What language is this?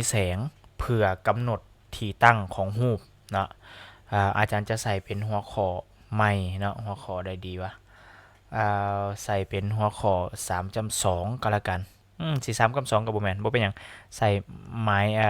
Lao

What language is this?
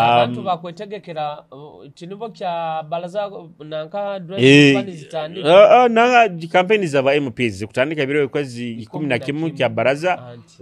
Nyoro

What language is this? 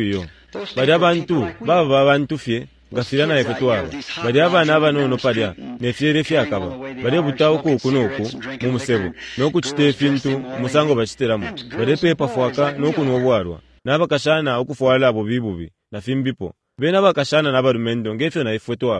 Bemba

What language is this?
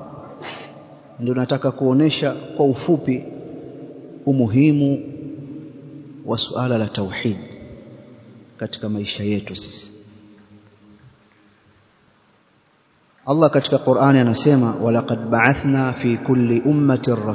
Swahili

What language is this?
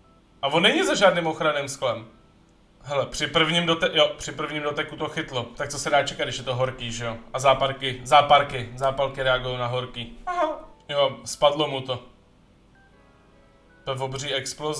Czech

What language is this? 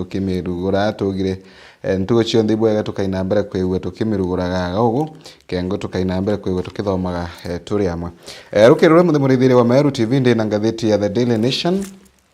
Meru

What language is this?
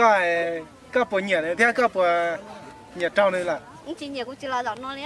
Hmong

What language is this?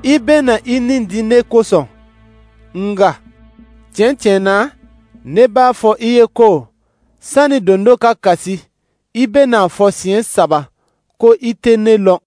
Dyula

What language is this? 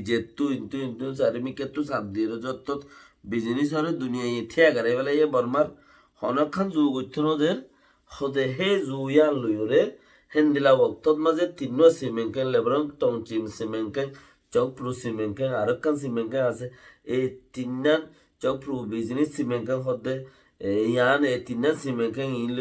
Rohingya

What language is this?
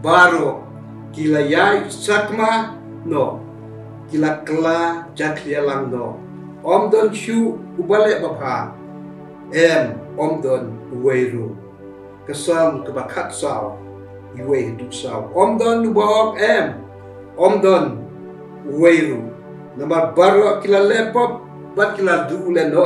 Khasi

